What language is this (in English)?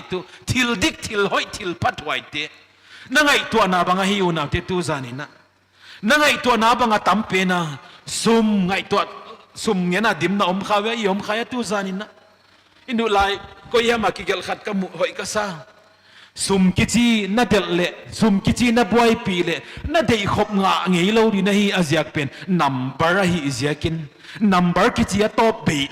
Paite Chin